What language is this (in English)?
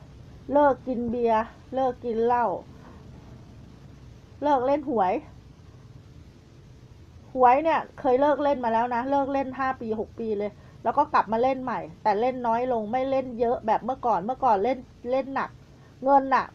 Thai